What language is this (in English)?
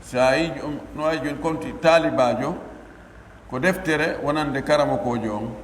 Pular